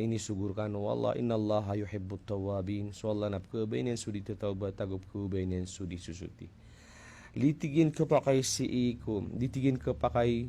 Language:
Maranao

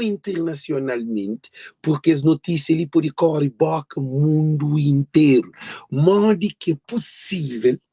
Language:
Kabuverdianu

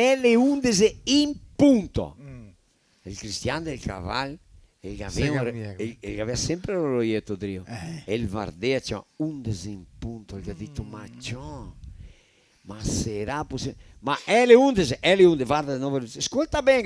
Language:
Venetian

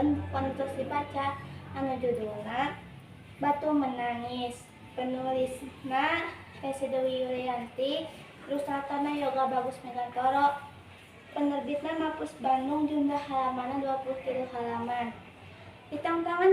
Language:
Sundanese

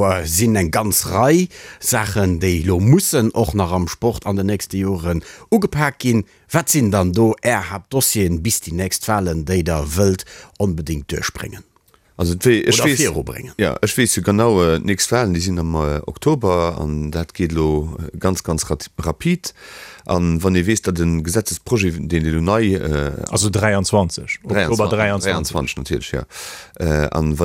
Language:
Luxembourgish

